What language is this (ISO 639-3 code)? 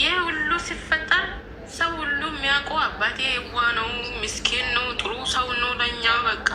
amh